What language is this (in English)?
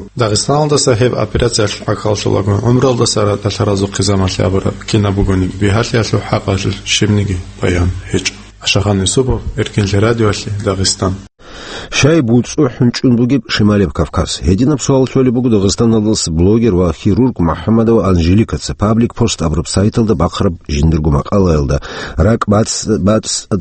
Avaric